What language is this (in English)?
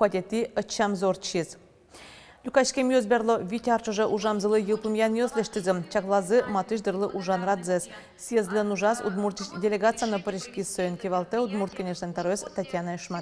Udmurt